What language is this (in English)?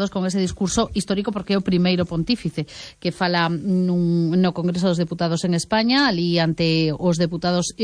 Galician